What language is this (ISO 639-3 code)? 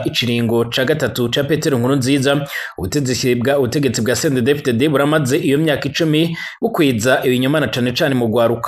run